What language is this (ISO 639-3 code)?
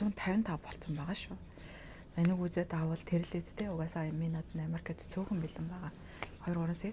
mon